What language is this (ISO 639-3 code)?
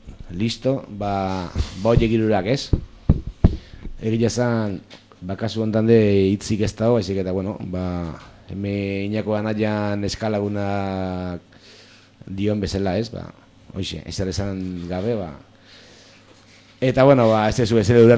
eus